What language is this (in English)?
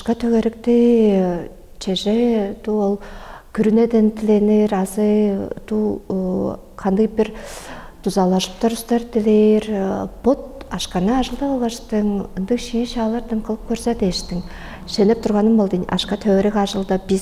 Tuvinian